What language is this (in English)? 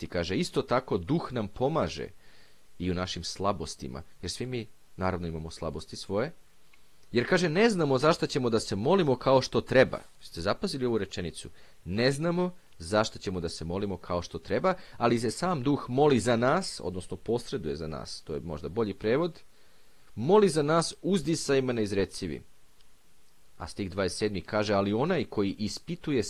Serbian